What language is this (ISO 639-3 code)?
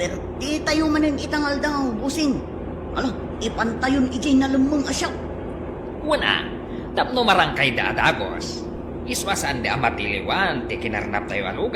ilo